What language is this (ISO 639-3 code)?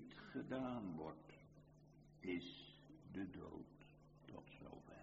nld